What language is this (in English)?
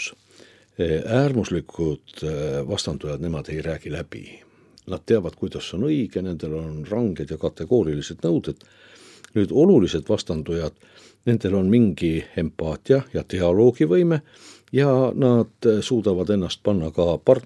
Estonian